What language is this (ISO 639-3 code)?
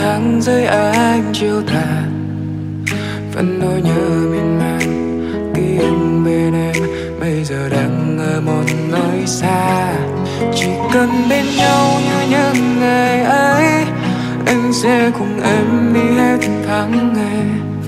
vie